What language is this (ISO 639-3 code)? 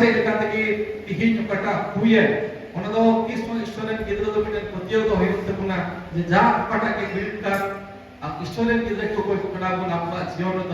sat